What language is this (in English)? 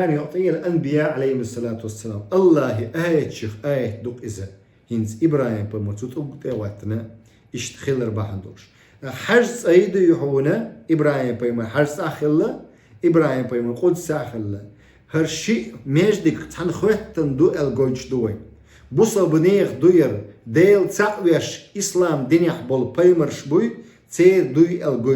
Chechen